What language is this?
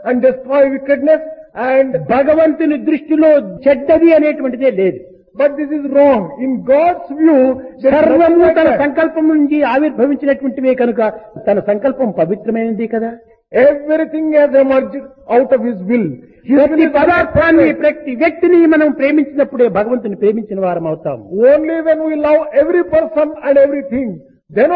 Telugu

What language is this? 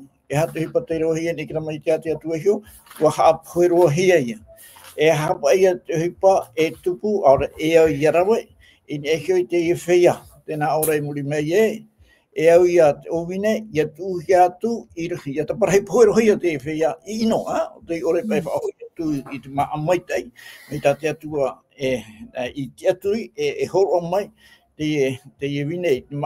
Tahitian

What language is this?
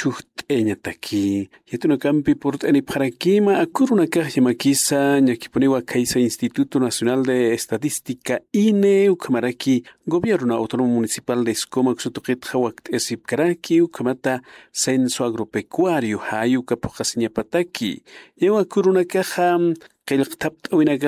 Aymara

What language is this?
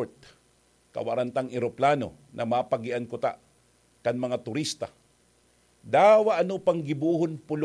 Bikol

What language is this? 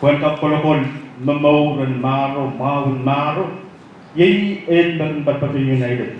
Pohnpeian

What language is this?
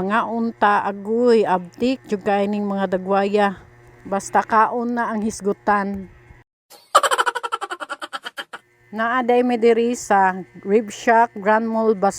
Cebuano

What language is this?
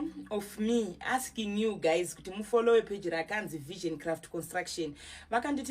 Shona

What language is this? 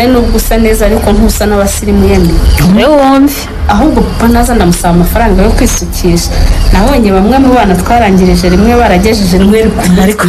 Kinyarwanda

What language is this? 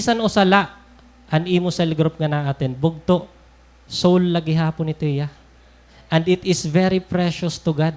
Waray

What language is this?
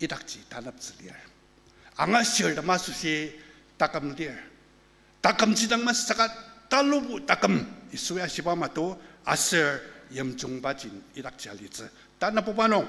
Ao Naga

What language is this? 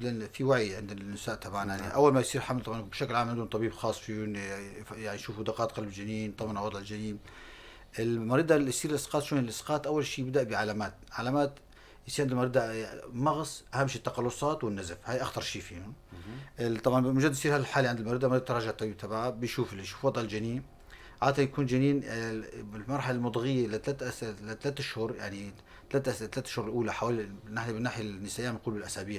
North Levantine Arabic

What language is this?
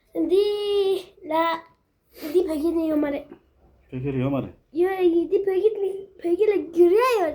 Tibetan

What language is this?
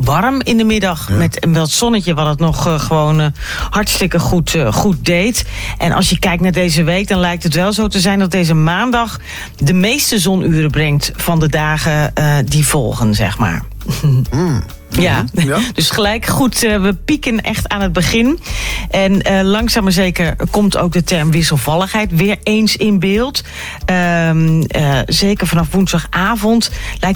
Dutch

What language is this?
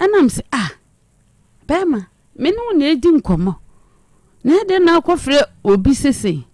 Akan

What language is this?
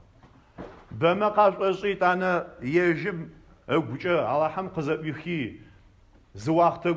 Adyghe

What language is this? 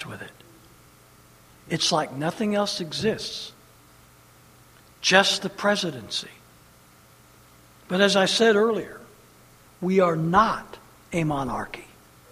English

